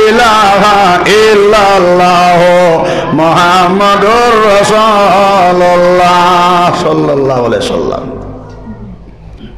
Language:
Sylheti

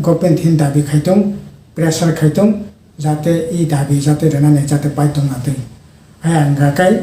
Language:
Kok Borok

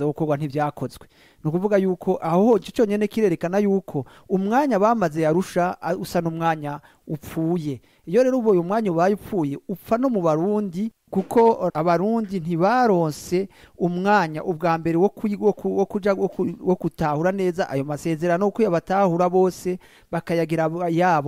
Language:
Rundi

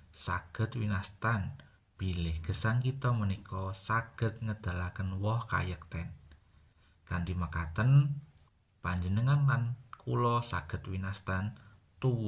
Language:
Javanese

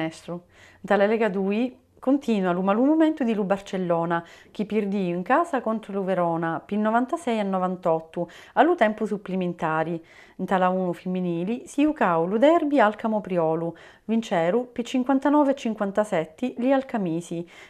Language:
Sicilian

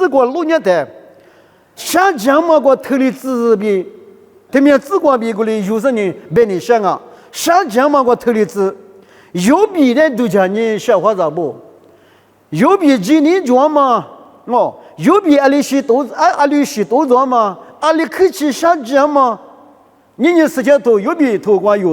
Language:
Lisu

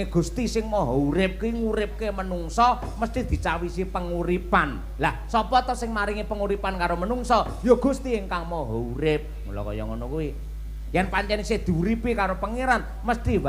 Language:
Javanese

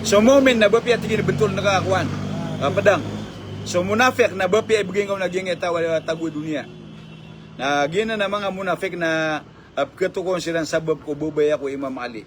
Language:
Maranao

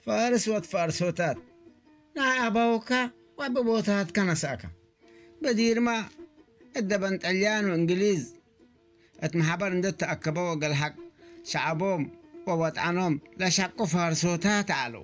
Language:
Tigre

